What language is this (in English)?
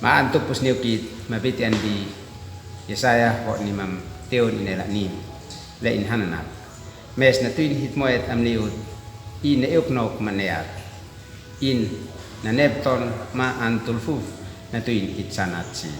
Uab Meto